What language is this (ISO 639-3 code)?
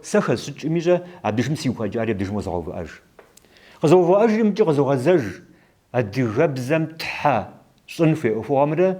kbd